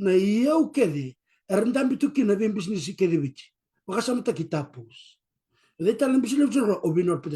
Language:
Fijian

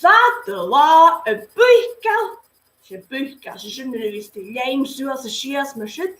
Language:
Scottish Gaelic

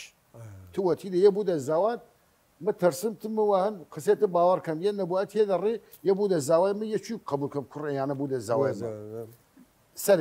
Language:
Southern Kurdish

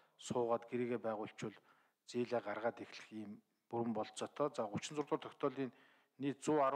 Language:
Mongolian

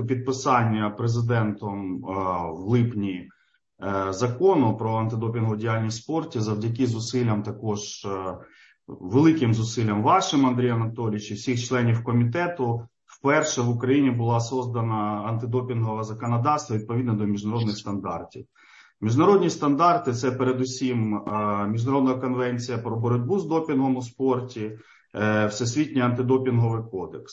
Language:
Ukrainian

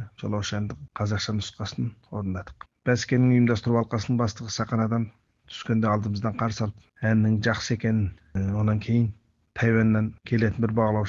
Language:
Kazakh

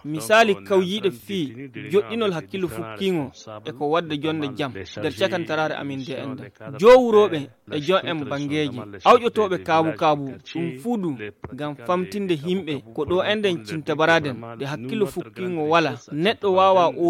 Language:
Fula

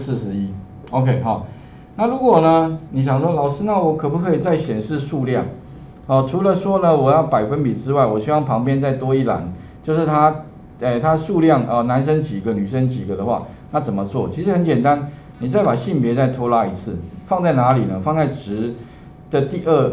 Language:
Chinese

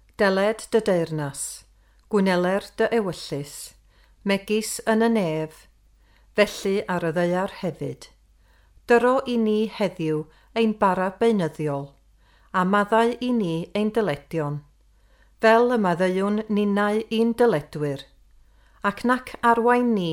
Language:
Welsh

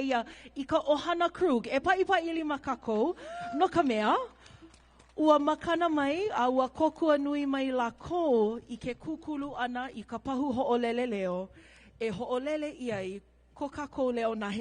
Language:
Hawaiian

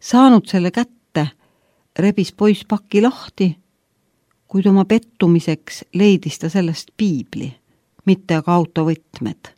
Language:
Estonian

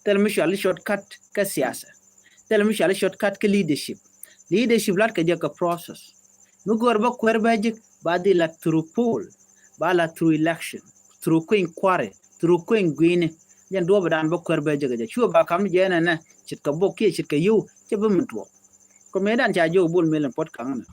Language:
Nuer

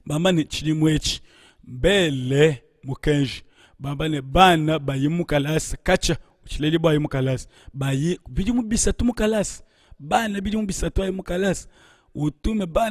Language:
Luba-Lulua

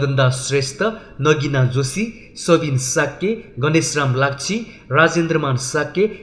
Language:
Newari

